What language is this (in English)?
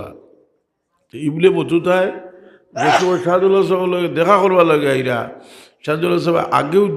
Sylheti